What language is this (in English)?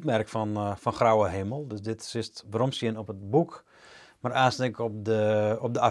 Western Frisian